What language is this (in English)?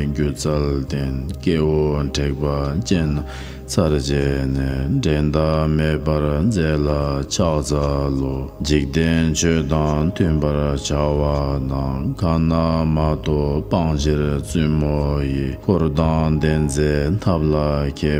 Tibetan